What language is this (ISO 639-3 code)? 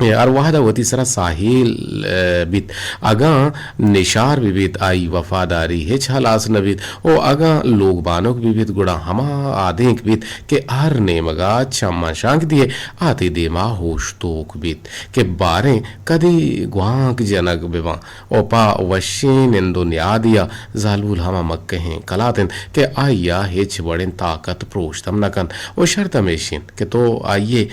bgp